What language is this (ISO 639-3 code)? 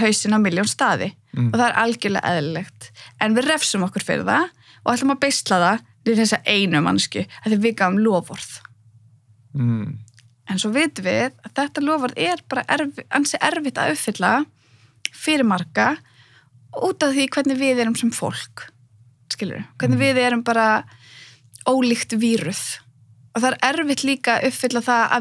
isl